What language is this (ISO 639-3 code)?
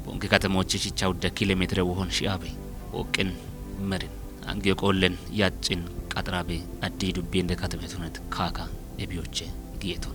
kbr